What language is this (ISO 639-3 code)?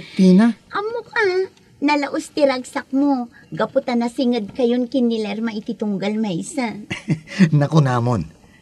ilo